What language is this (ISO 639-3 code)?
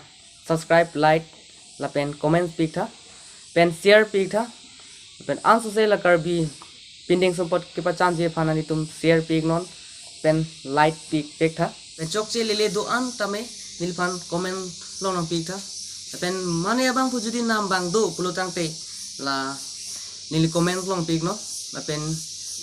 mjw